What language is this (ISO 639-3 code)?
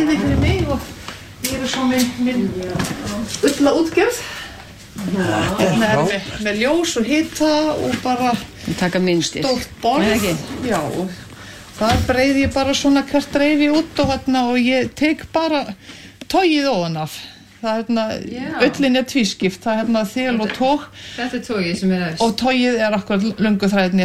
isl